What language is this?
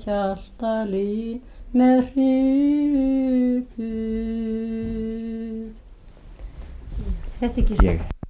Icelandic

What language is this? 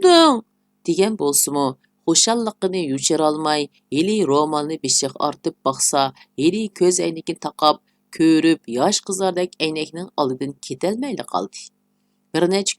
Uyghur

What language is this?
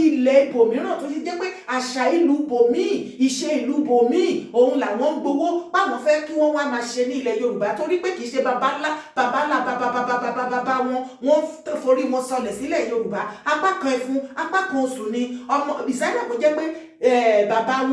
Yoruba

